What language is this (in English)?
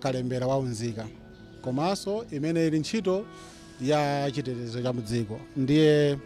Nyanja